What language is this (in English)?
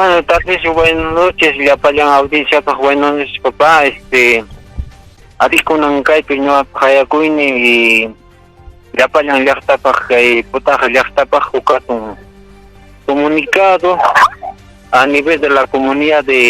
Ayacucho Quechua